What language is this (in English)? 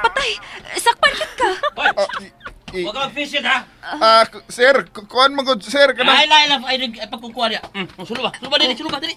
Cebuano